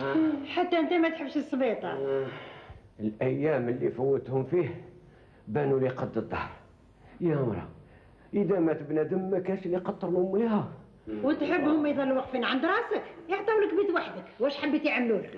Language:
Algerian Arabic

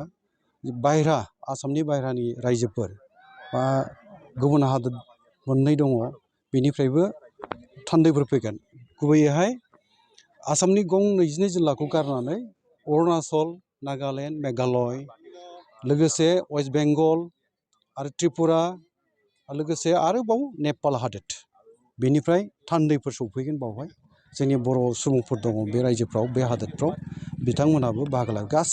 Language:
Bodo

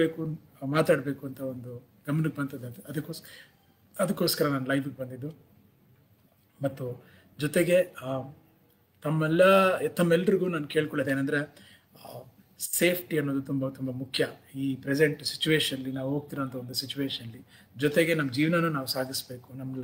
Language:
Kannada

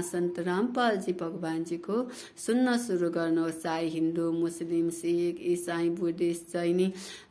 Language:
Nepali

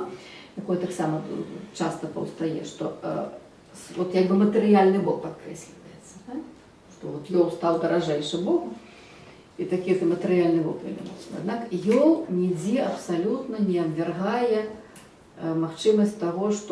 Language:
Belarusian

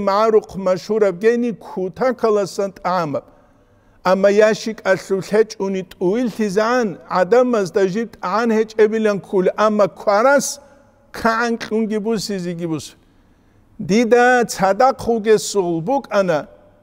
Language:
Avaric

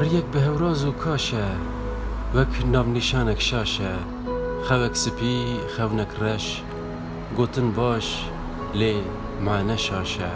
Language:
Kurdish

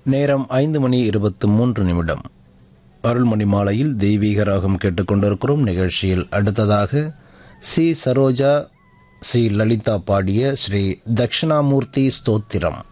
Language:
Tamil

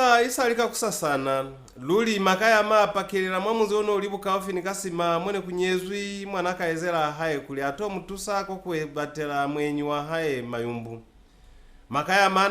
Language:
Lozi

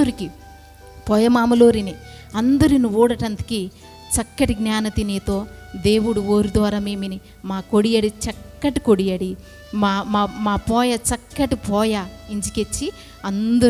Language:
Koya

